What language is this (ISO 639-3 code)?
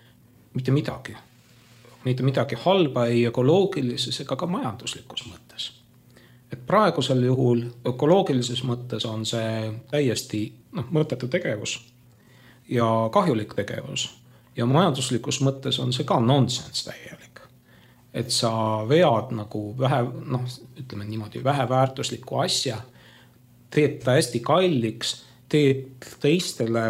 est